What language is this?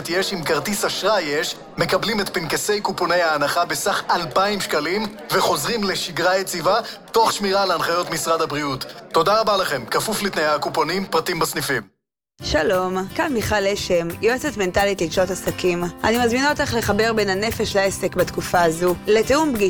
Hebrew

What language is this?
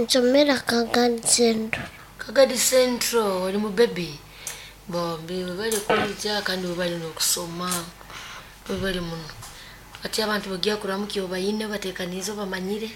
Nyoro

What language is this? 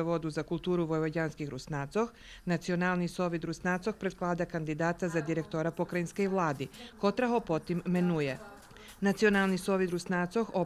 Rusyn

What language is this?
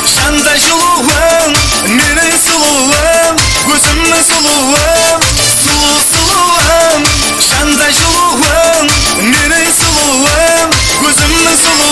Kara-Kalpak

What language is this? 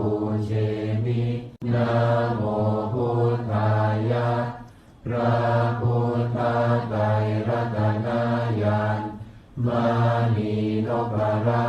Pali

